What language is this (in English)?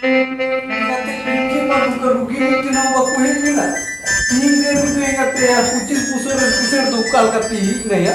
Santali